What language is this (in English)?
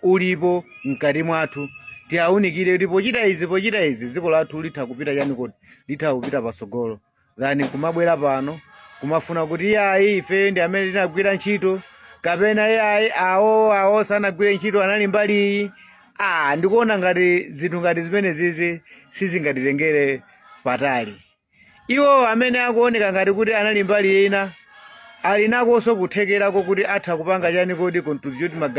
Nyanja